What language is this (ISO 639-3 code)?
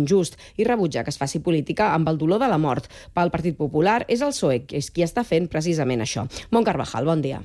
cat